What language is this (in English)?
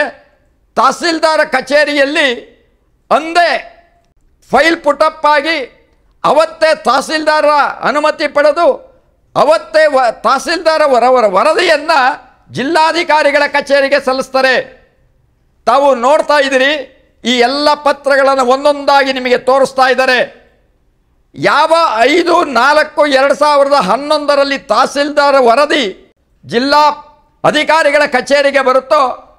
Kannada